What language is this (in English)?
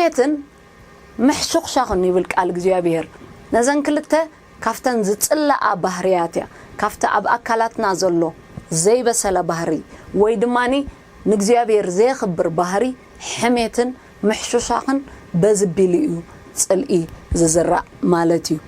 Tigrinya